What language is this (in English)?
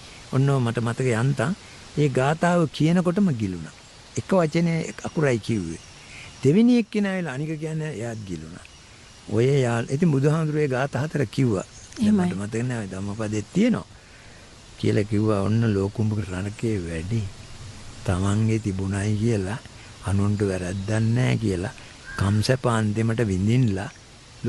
Sinhala